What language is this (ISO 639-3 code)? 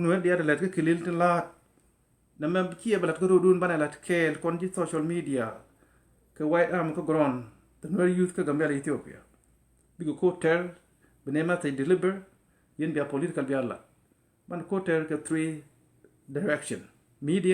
nus